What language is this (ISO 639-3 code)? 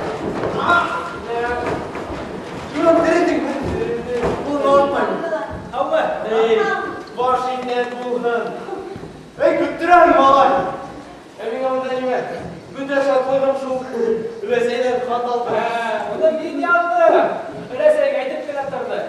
bak